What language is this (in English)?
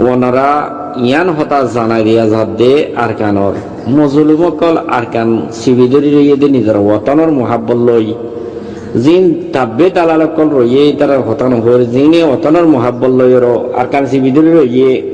Rohingya